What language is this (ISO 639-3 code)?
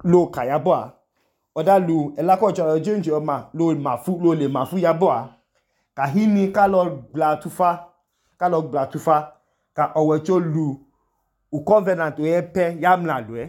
idu